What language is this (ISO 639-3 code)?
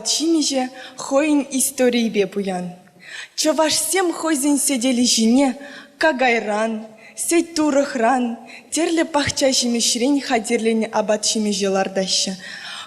chv